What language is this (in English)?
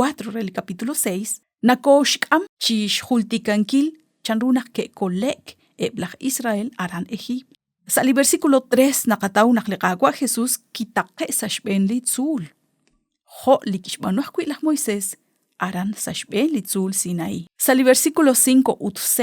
Kekchí